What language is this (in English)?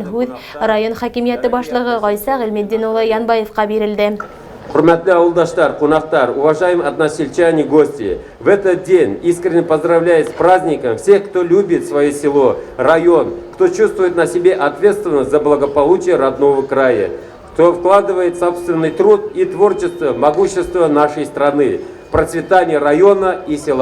Bashkir